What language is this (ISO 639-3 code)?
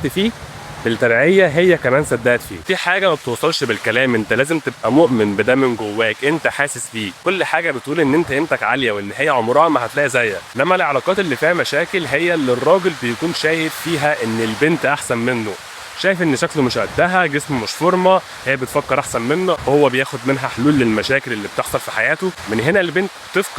arz